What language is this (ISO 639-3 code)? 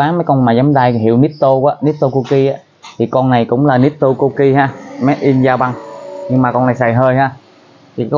vie